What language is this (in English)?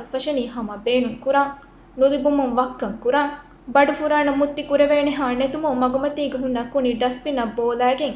Divehi